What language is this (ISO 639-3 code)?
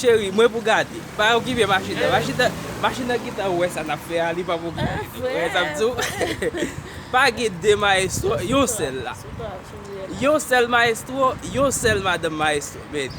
hat